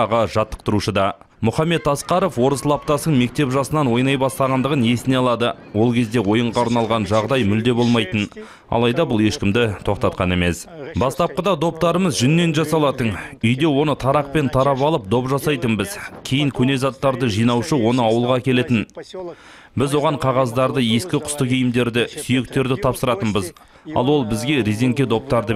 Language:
Kazakh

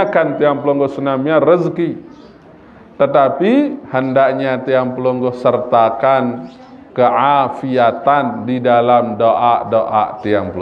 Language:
Sasak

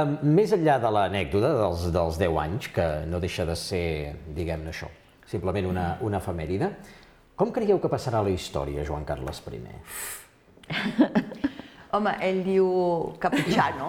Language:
Catalan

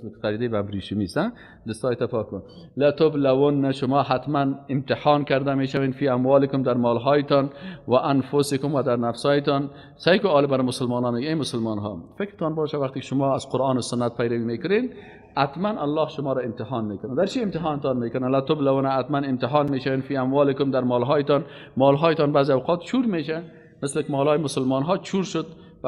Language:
Persian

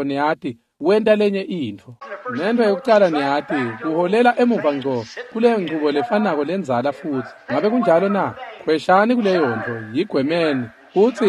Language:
Swati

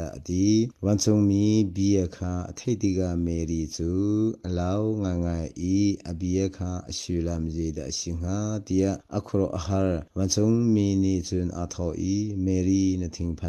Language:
Hakha Chin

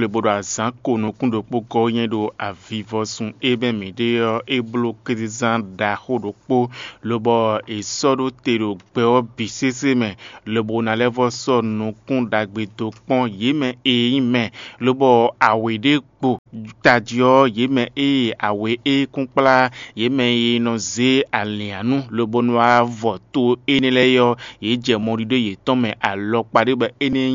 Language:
Fon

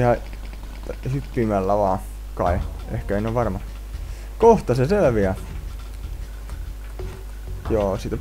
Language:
Finnish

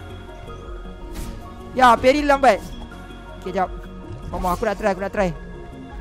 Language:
Malay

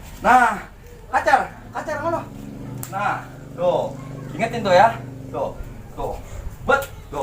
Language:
Betawi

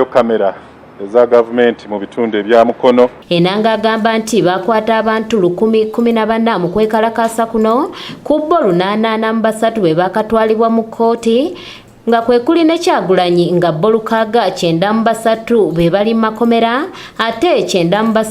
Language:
Ganda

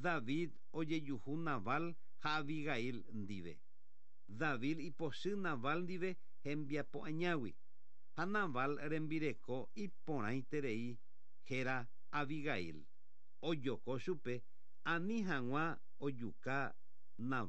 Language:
Guarani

